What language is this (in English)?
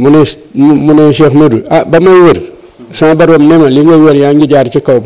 Wolof